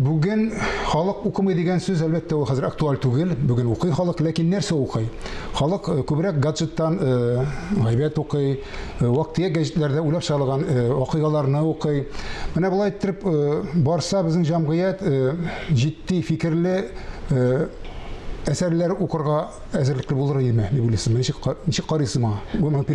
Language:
Tatar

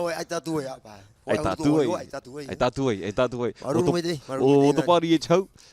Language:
Tahitian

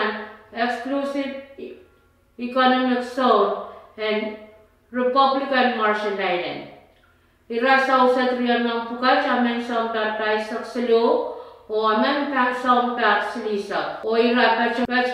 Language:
Pohnpeian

